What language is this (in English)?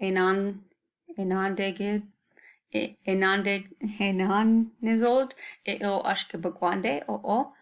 Chippewa